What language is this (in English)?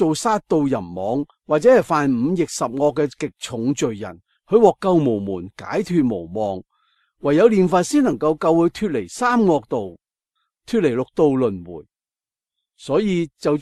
Cantonese